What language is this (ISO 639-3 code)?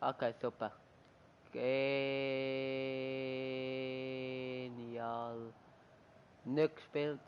gsw